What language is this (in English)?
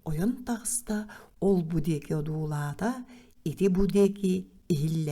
Yakut